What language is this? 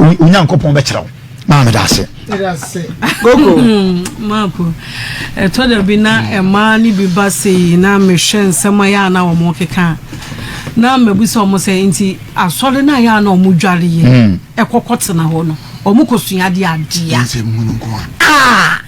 Akan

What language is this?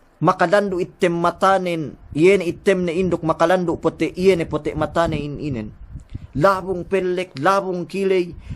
Yakan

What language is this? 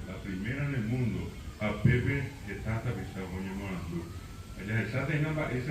Guarani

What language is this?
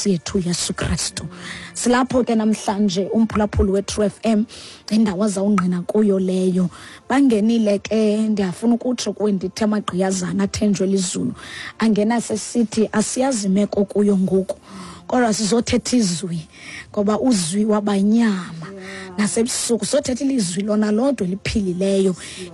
Xhosa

